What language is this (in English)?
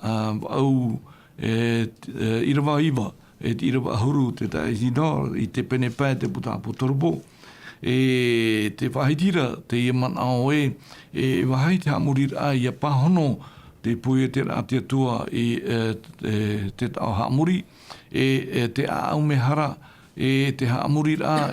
Tahitian